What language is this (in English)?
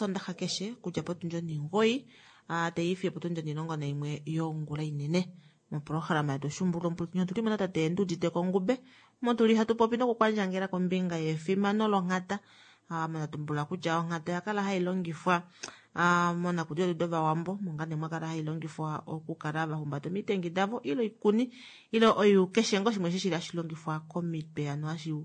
Kuanyama